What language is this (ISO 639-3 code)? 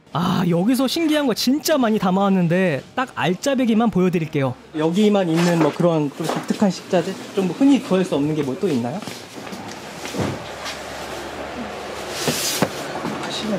kor